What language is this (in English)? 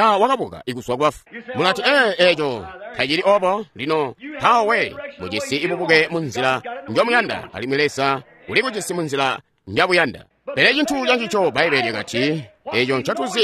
Tonga (Zambia)